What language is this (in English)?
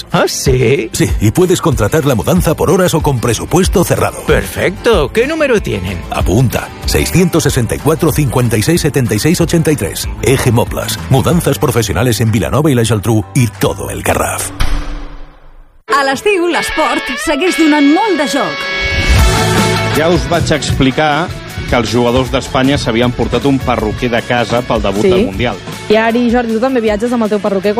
Catalan